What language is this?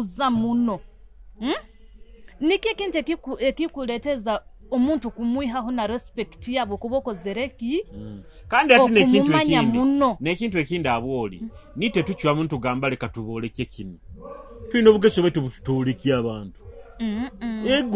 Nyoro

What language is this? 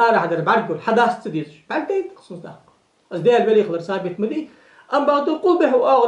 Ingush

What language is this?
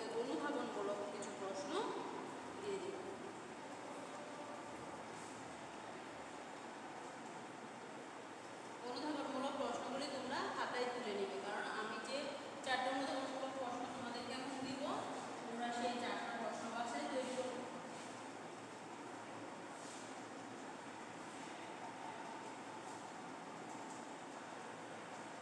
Bangla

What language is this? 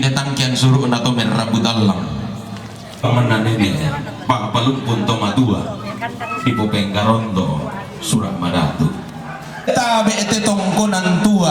Toraja-Sa'dan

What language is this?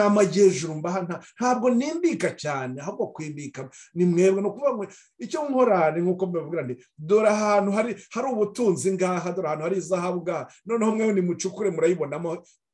Kinyarwanda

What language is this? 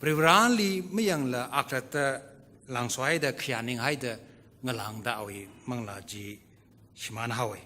Tangkhul Naga (India)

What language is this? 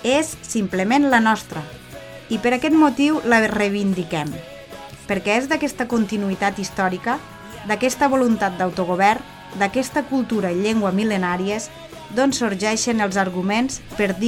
Catalan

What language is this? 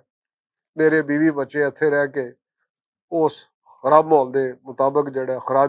Western Panjabi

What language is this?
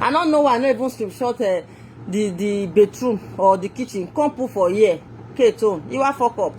Nigerian Pidgin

